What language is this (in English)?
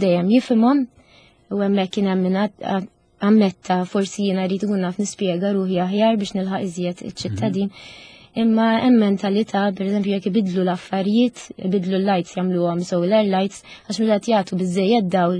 Maltese